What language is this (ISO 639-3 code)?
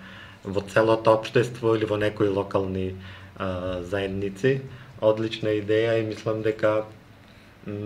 mkd